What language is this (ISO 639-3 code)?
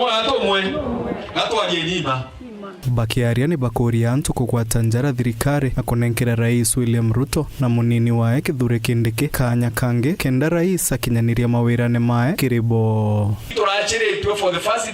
mer